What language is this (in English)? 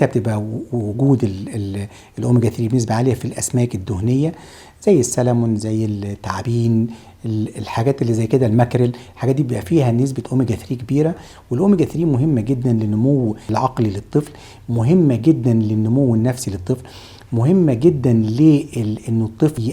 Egyptian Arabic